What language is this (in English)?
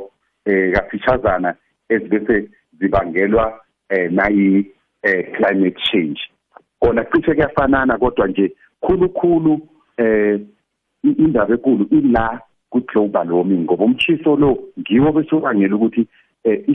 South Ndebele